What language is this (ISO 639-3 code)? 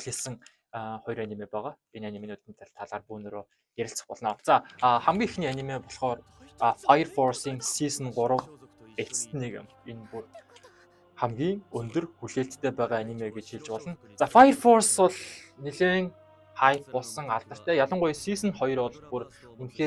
mon